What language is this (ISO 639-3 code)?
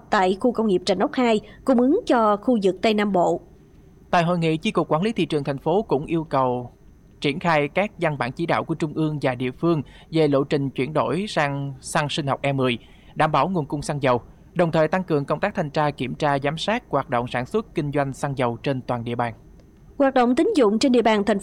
vie